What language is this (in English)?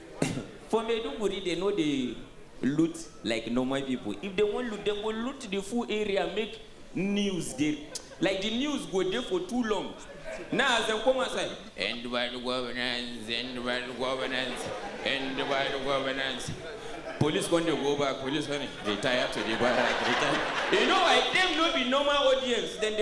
Nigerian Pidgin